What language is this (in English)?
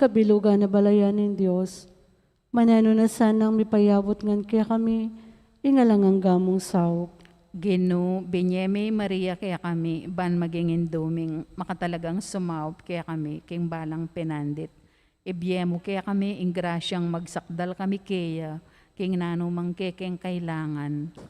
Pampanga